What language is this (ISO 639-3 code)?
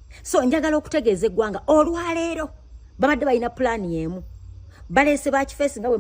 lug